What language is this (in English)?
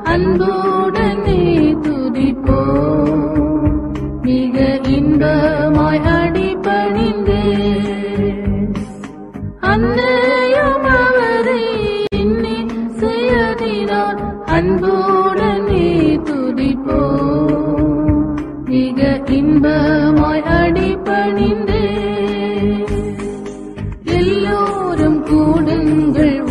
Tamil